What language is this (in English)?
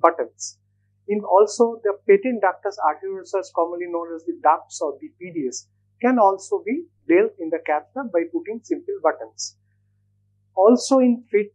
English